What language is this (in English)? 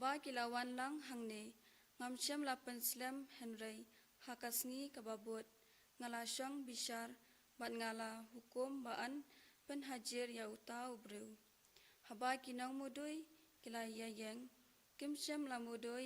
Khasi